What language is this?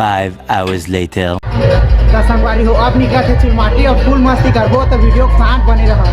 Chhattisgarhi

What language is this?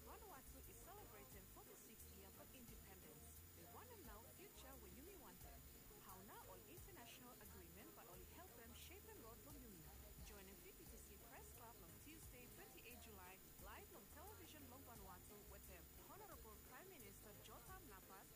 Bislama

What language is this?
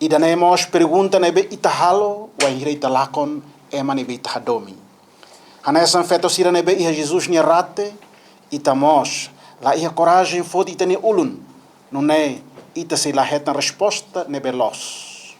Tetum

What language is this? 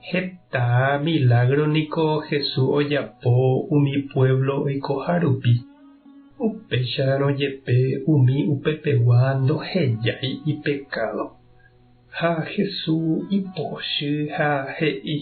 Guarani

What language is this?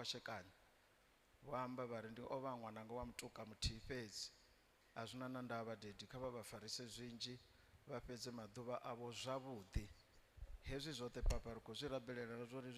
Venda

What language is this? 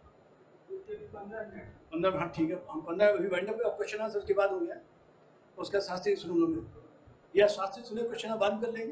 Hindi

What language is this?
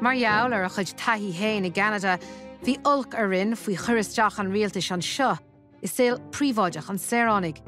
Irish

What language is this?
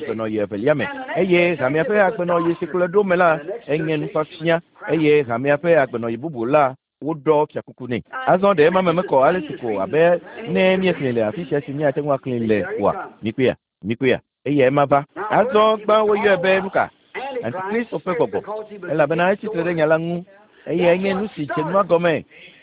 Ewe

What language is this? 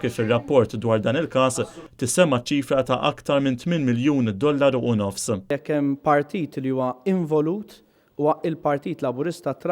Maltese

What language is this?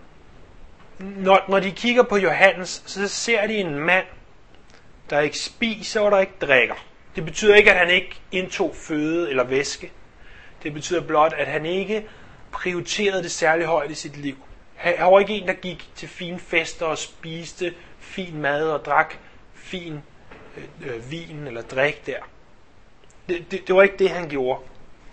Danish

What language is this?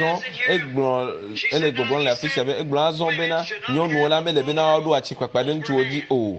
Ewe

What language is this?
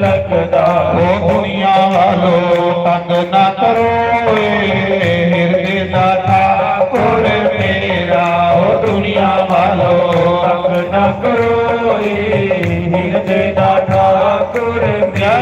Dogri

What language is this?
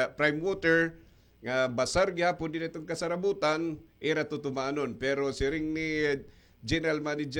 Waray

